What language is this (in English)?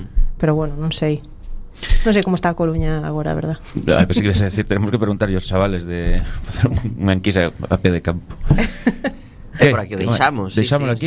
Galician